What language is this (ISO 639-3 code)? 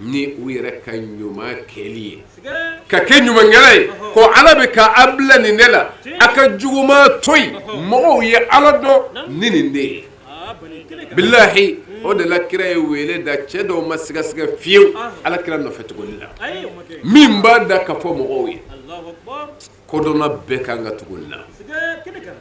bam